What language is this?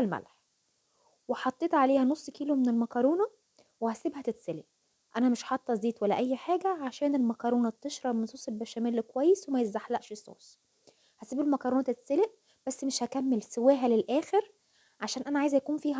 Egyptian Arabic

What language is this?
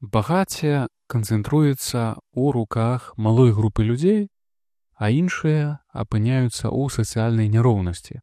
Belarusian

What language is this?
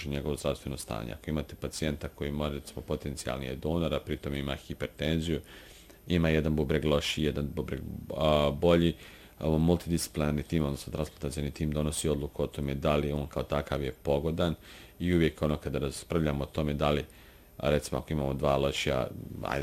Bosnian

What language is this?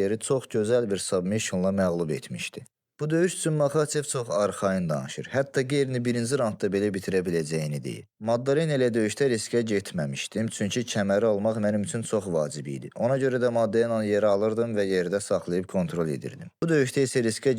Azerbaijani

